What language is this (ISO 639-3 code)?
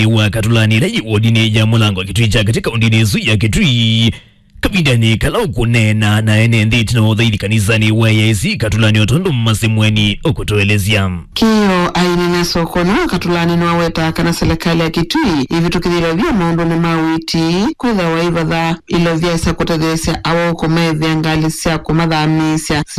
kam